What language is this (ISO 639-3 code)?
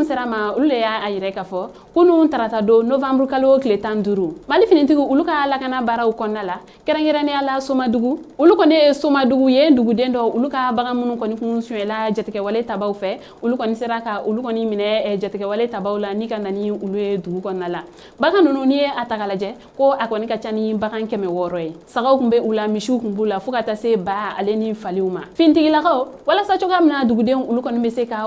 bam